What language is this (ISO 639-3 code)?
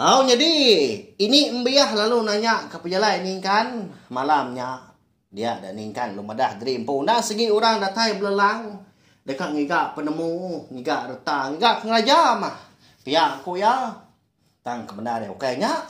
iba